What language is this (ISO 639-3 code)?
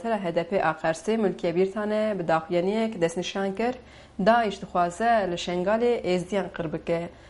kur